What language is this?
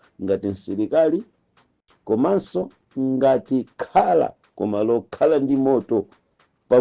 Nyanja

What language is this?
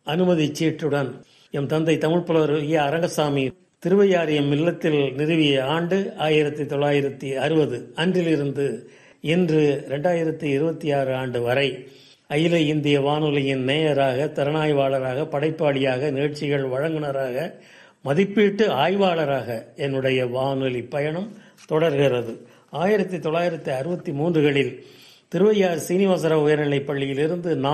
Tamil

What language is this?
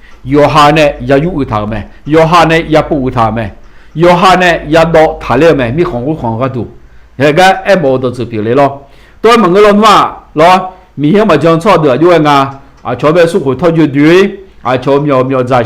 Akha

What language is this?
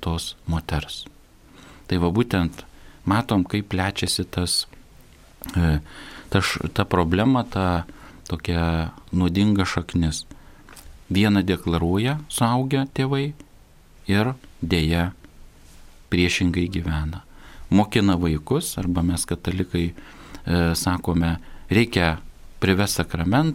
Lithuanian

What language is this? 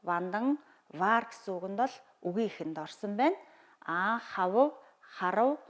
Mongolian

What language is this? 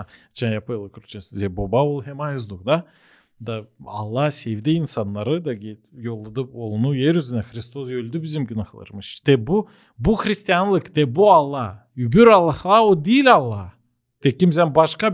Gagauz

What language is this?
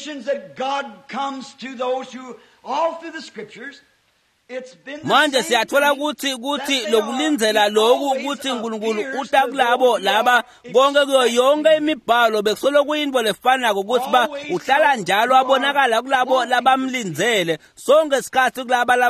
Swati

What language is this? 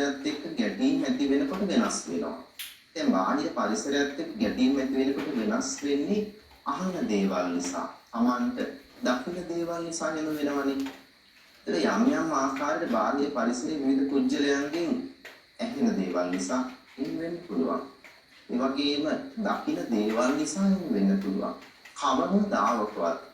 Sinhala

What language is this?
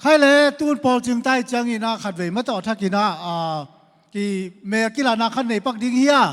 Tedim Chin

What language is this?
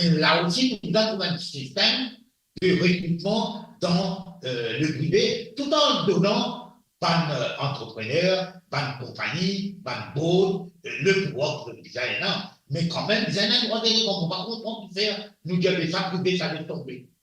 Morisyen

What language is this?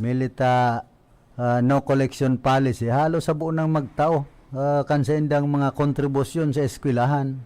Bikol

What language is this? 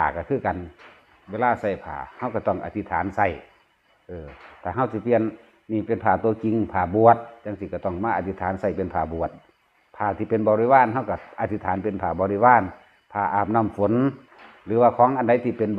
Lao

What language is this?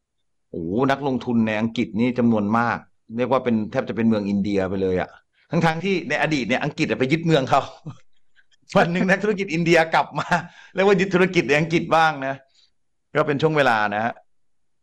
Thai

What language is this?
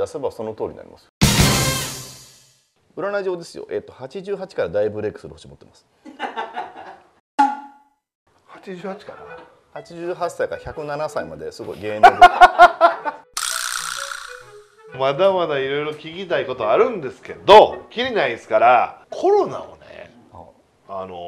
Japanese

